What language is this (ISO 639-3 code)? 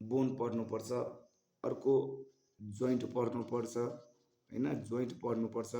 nep